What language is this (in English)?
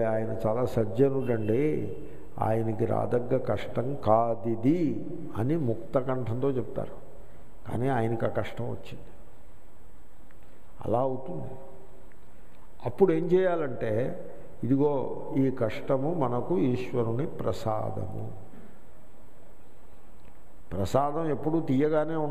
Telugu